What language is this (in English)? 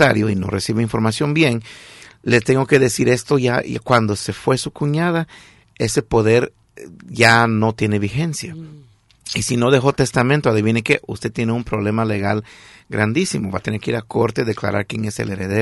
Spanish